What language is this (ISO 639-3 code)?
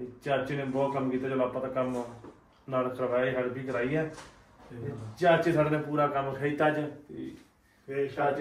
pan